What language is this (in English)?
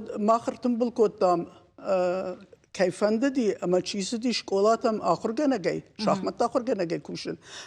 Ossetic